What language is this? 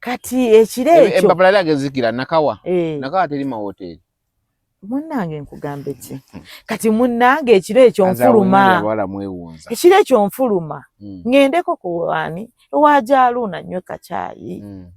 Ganda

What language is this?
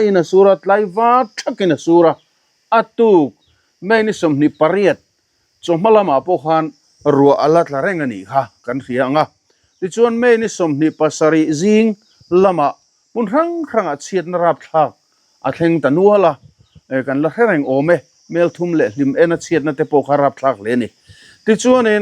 Mizo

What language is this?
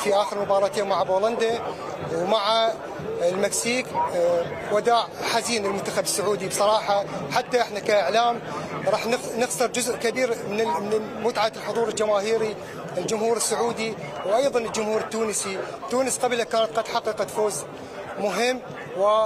Mesopotamian Arabic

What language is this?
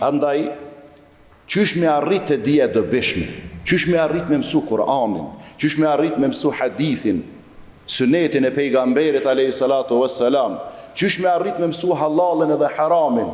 Albanian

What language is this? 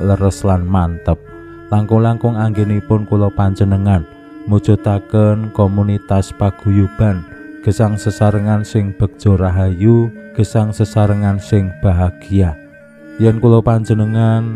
Javanese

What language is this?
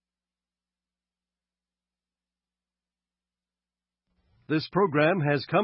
Burmese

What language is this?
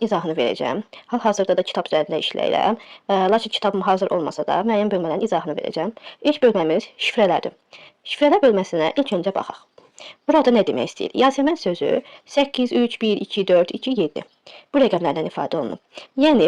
Azerbaijani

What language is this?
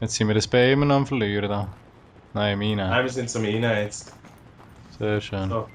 Swiss German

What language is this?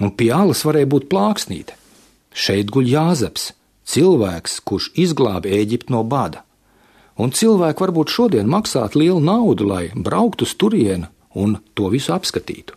Latvian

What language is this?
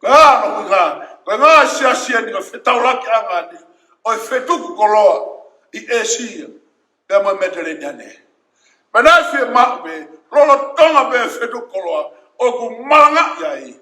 Tongan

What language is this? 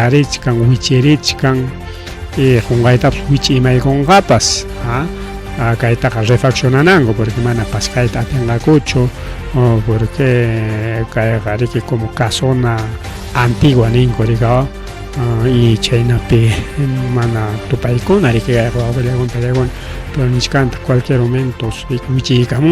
Ayacucho Quechua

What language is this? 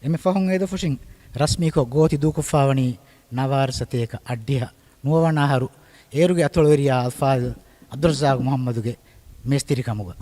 Divehi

